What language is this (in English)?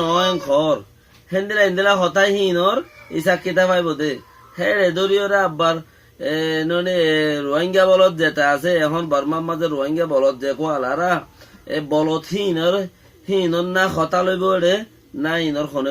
Rohingya